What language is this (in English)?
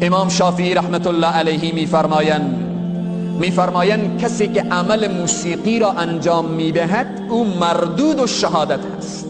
Persian